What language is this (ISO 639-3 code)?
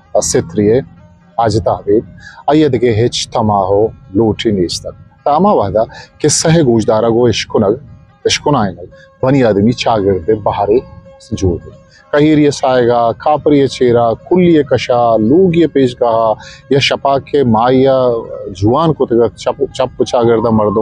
bgp